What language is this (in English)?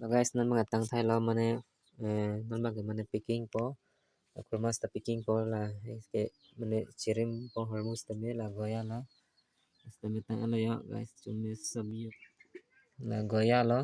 Karbi